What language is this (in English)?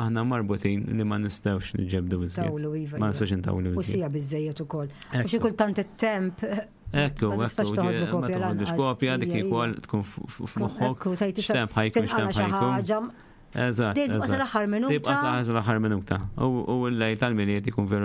Maltese